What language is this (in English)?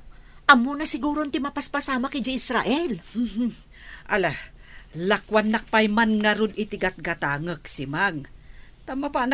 Iloko